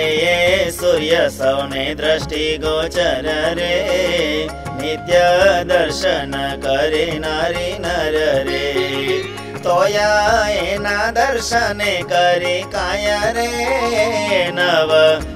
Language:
Gujarati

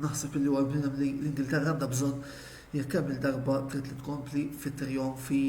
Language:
Maltese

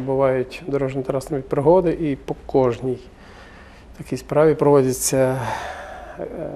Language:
Ukrainian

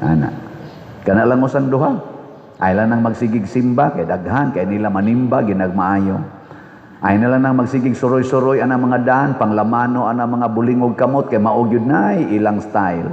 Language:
Cebuano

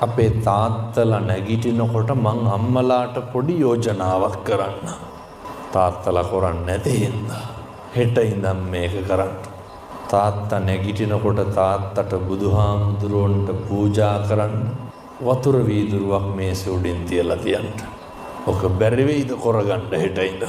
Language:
Sinhala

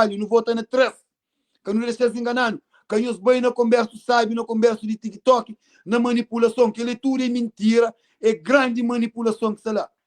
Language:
Kabuverdianu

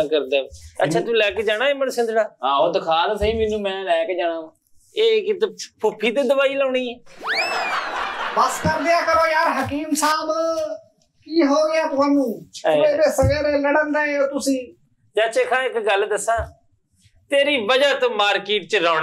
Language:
Punjabi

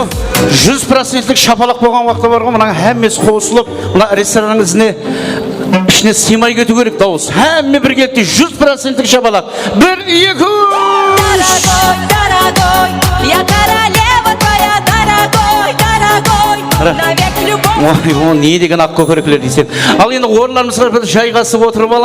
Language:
Kara-Kalpak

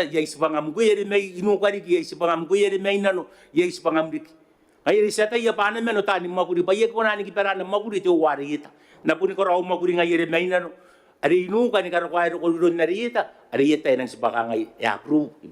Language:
Gilbertese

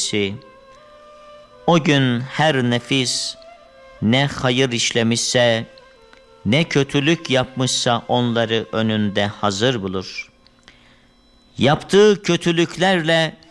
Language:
Turkish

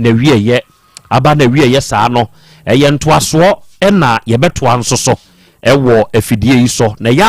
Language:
Akan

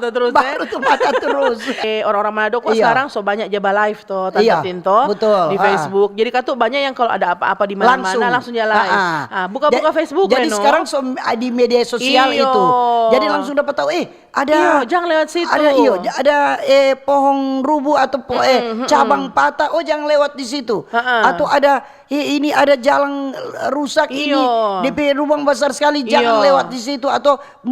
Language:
Manado Malay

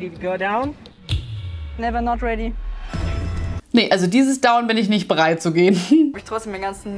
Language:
German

